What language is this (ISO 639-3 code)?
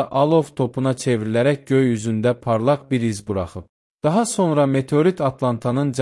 aze